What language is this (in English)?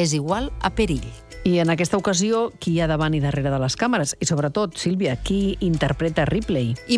Catalan